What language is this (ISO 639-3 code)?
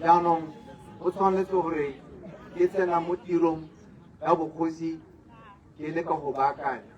tsn